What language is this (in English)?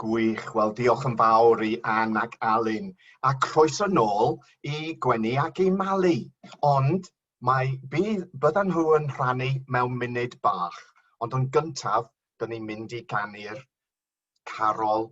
Welsh